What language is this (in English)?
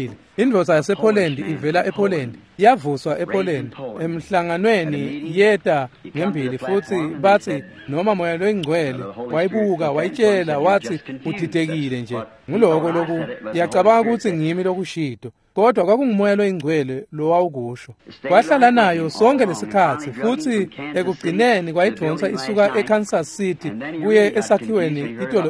Swati